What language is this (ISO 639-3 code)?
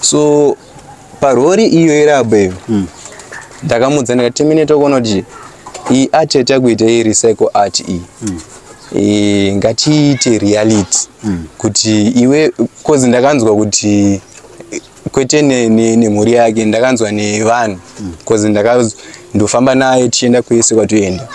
sna